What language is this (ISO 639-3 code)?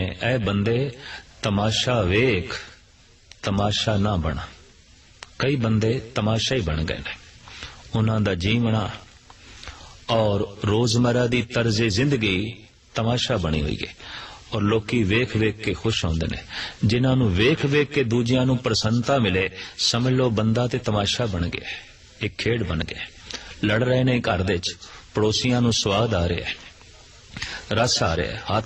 pan